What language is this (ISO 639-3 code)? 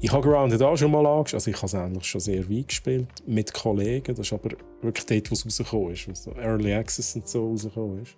gsw